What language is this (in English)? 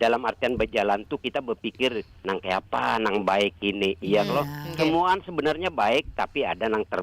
Banjar